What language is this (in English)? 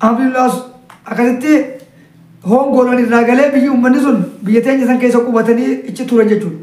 Oromo